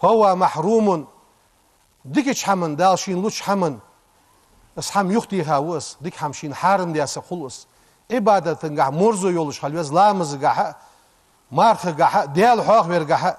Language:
Ingush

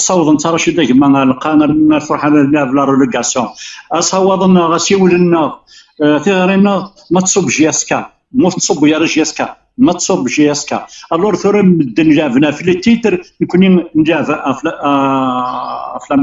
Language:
Kabyle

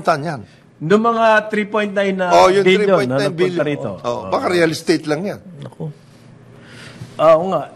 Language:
Filipino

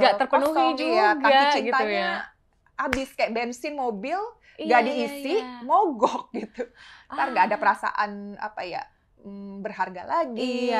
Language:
Indonesian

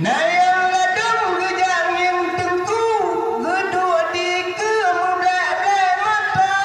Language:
Achinese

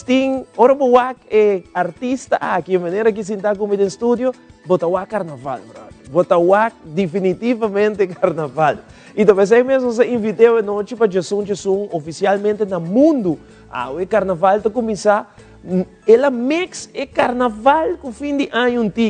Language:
Papiamento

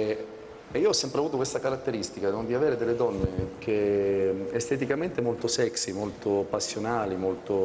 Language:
Italian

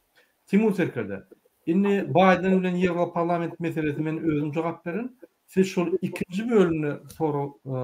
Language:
Turkmen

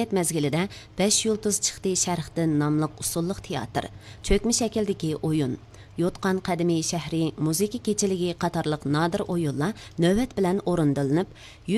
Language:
Uyghur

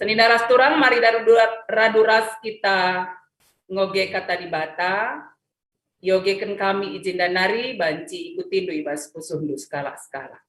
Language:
Batak Karo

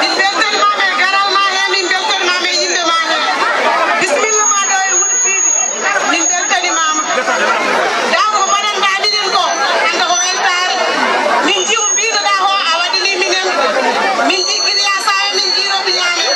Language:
Fula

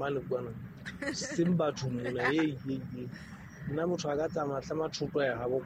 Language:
Southern Sotho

